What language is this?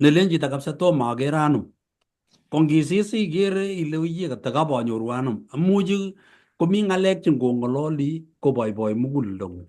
Kalenjin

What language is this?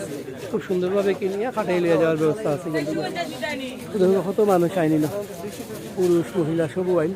Sylheti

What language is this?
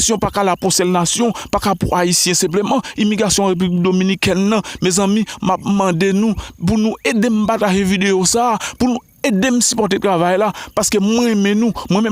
Haitian Creole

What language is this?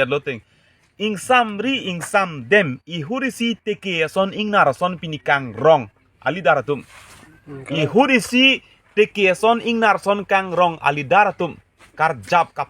Karbi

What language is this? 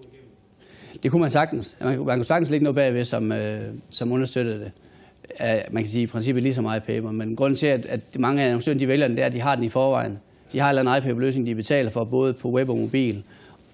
Danish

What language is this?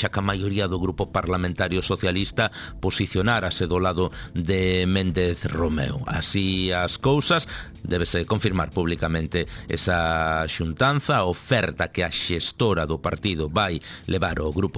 Galician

